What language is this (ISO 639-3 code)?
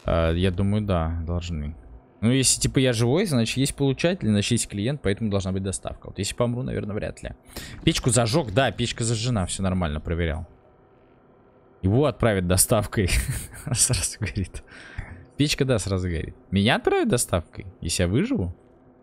rus